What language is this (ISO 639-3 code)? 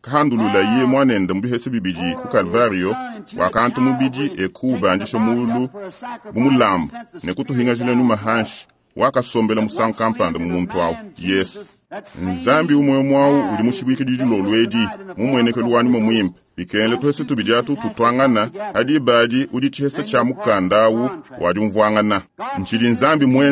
lua